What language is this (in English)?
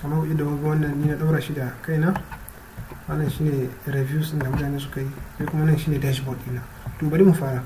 Hausa